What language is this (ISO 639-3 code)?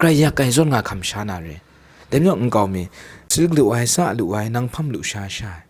kac